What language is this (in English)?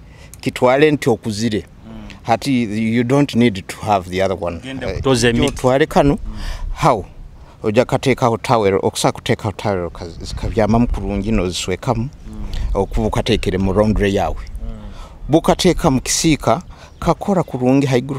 Nyoro